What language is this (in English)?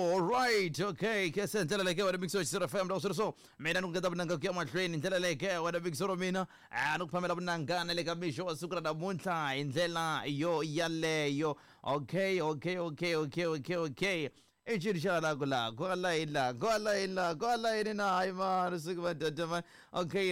Tsonga